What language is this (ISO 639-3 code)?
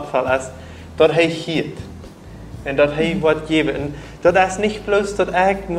pdt